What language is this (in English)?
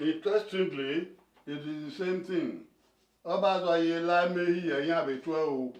Bini